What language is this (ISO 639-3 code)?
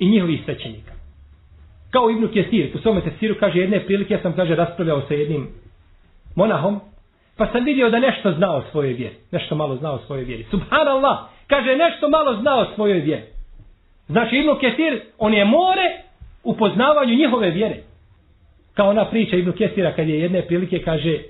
bos